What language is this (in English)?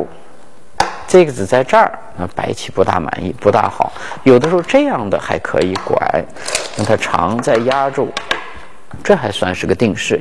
Chinese